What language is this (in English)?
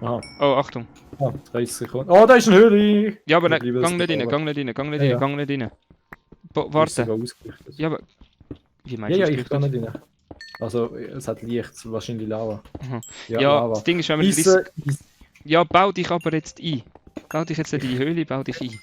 Swiss German